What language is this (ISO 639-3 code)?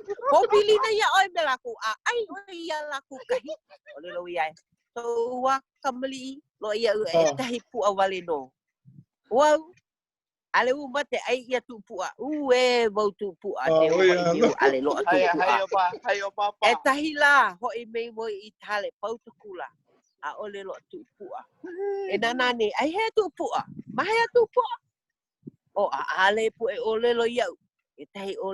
haw